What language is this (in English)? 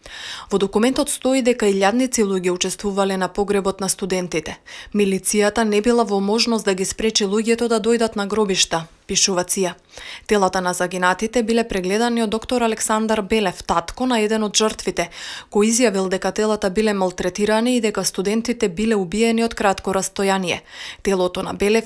Macedonian